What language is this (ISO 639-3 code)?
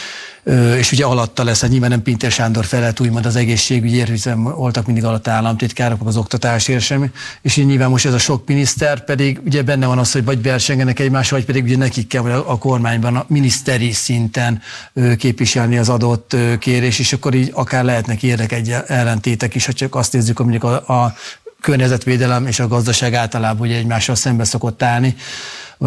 hun